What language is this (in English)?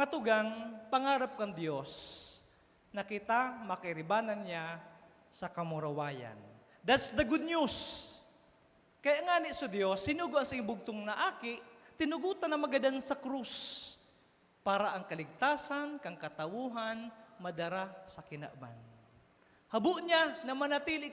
Bikol